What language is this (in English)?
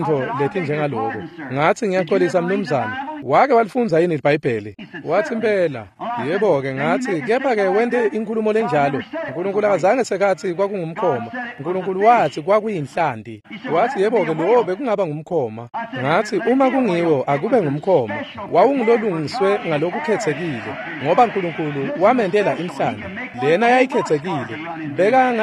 Swati